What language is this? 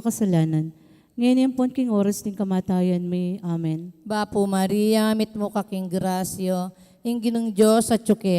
Pampanga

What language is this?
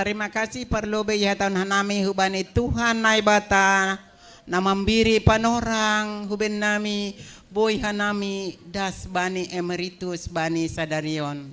Batak Simalungun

